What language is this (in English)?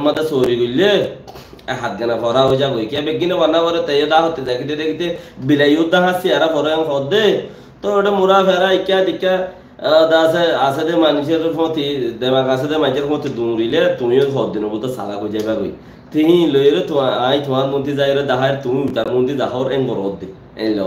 Rohingya